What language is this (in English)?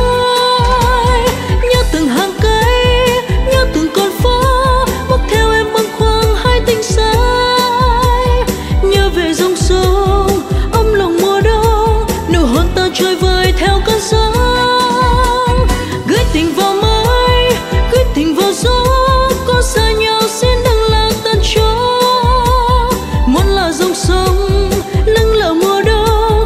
Vietnamese